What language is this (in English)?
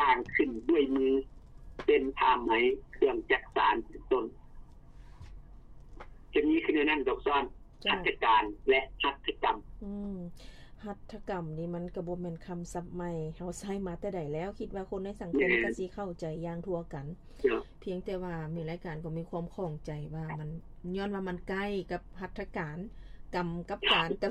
Lao